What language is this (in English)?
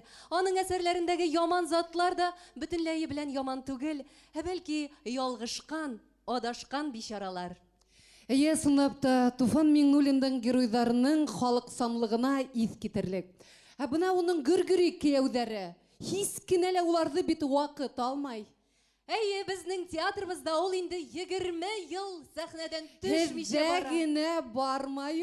Bashkir